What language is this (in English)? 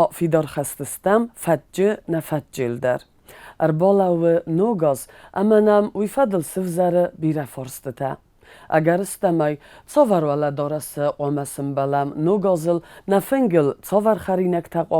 Ossetic